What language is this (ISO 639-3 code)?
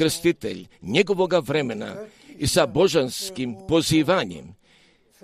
hrv